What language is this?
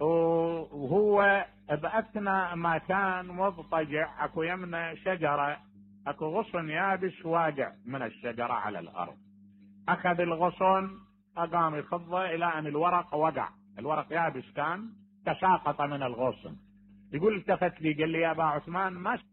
Mesopotamian Arabic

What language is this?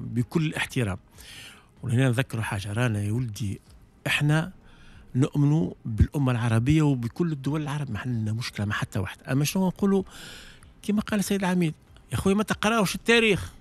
Tunisian Arabic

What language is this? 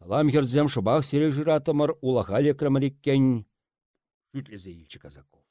Chuvash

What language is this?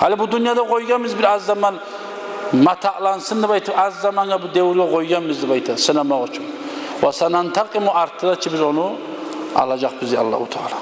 Kumyk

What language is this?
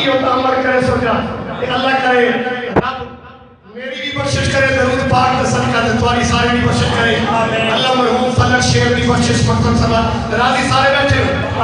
Saraiki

